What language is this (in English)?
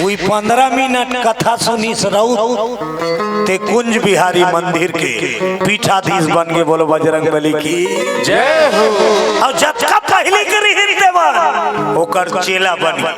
Chhattisgarhi